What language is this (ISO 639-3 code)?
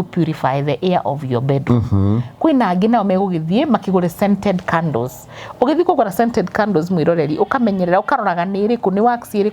kik